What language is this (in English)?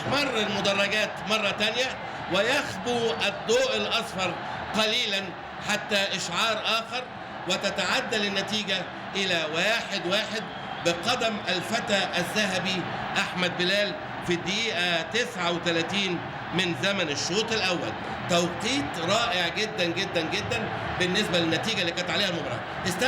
Egyptian Arabic